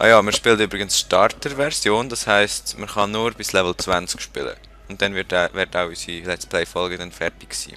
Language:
Swiss German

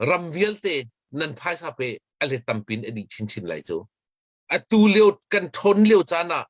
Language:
Hakha Chin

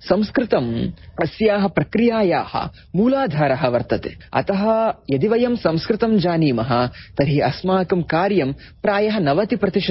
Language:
Sanskrit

